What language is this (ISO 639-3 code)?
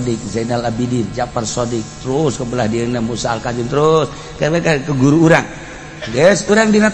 sun